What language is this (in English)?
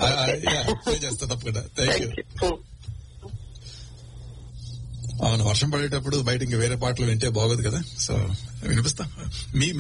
Telugu